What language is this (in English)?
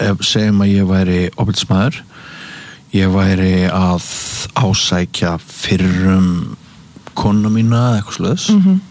Icelandic